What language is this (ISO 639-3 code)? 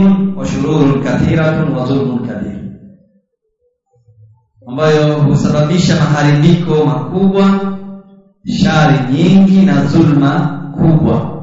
swa